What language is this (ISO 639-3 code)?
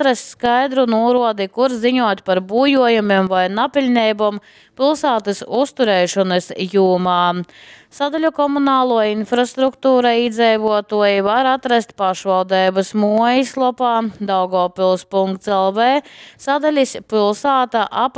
ltg